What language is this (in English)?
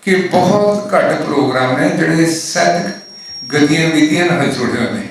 Western Panjabi